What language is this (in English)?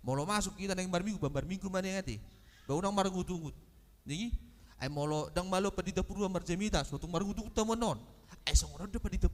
Batak Toba